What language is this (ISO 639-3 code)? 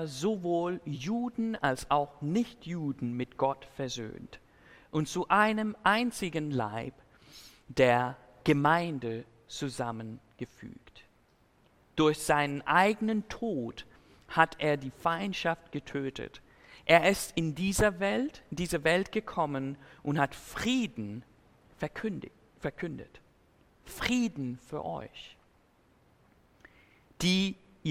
deu